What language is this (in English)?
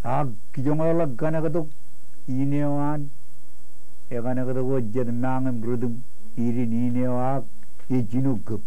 Marshallese